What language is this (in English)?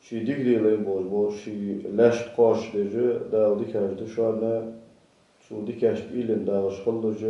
Ingush